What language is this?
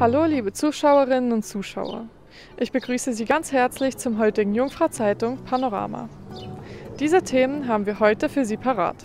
Swiss German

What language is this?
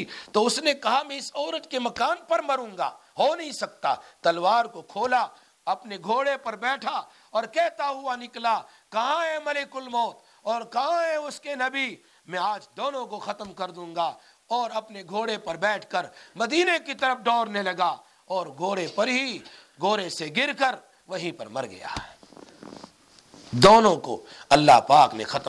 Urdu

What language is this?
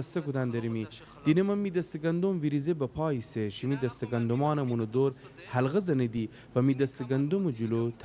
Gilaki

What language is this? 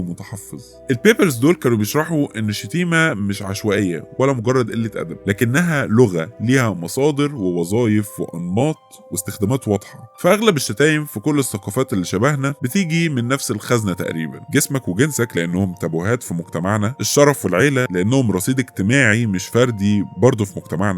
Egyptian Arabic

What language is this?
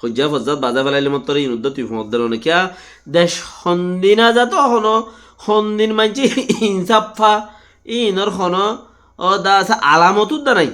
Rohingya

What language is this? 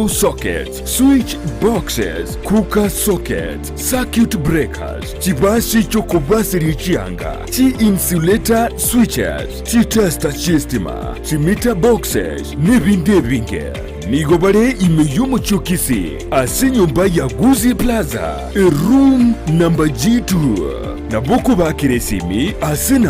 Gusii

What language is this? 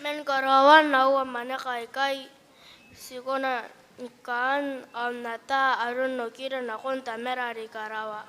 Gilbertese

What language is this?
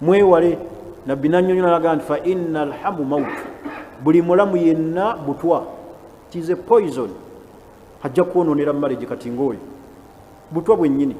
Ganda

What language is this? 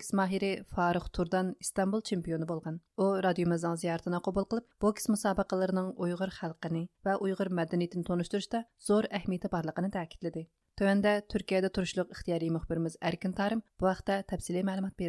Uyghur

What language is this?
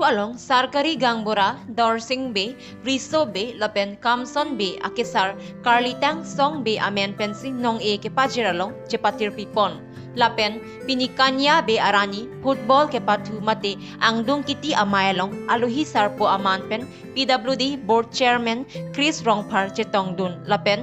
Karbi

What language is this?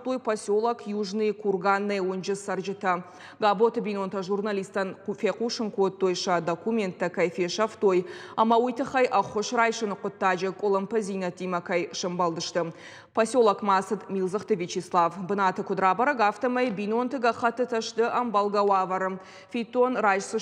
Ossetic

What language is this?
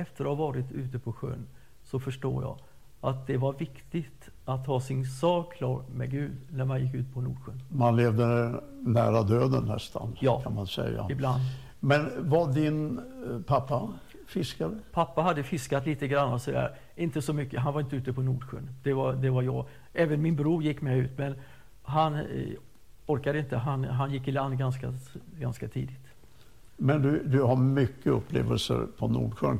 Swedish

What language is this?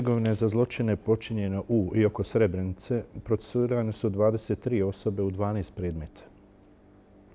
Bosnian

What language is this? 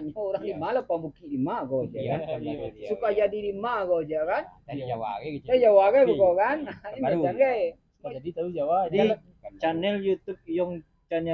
Minangkabau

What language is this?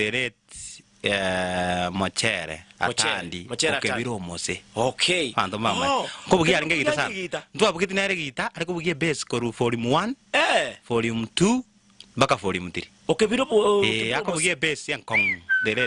Gusii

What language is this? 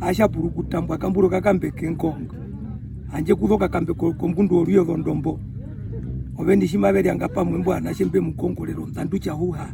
Herero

